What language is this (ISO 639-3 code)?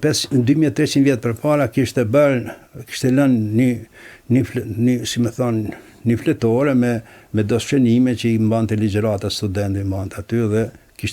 sqi